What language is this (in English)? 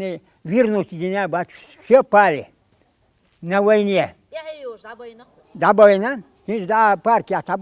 Chechen